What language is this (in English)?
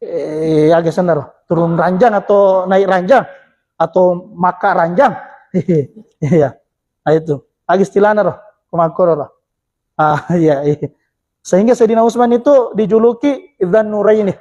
Buginese